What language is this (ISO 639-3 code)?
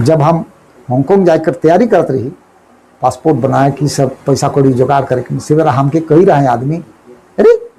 sck